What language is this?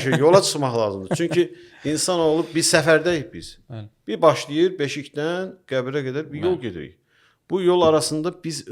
Azerbaijani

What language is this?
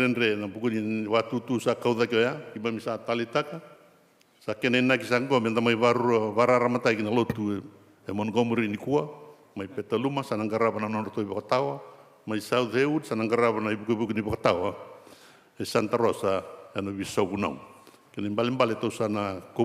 Fijian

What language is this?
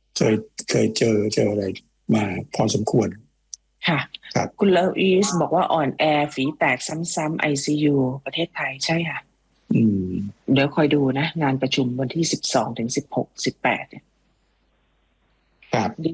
Thai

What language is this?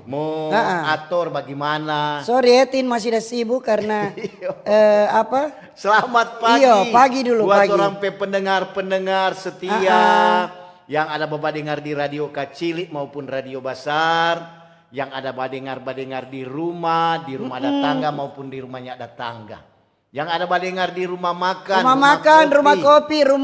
Manado Malay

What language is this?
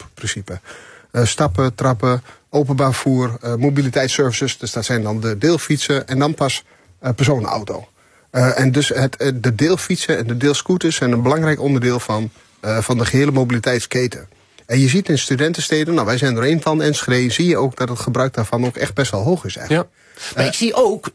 Dutch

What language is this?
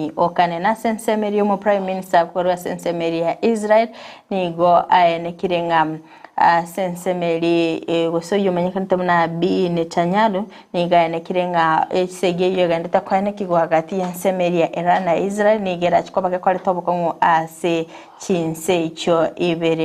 Gusii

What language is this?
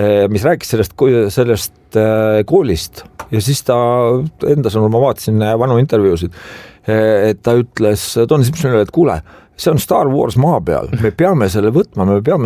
Estonian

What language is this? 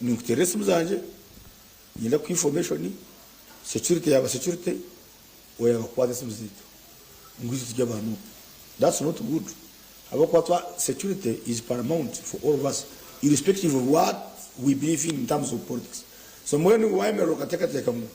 Nyankole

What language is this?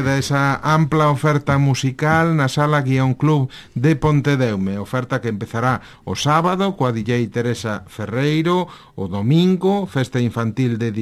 Galician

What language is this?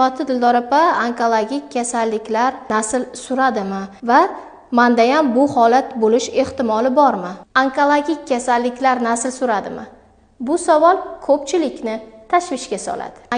Uzbek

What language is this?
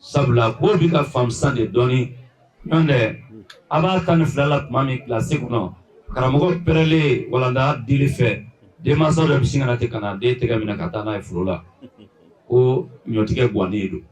Bambara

